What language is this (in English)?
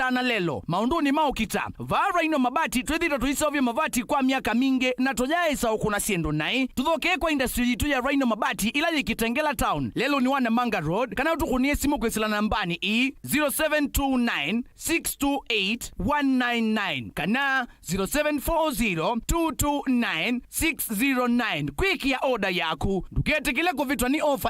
Kamba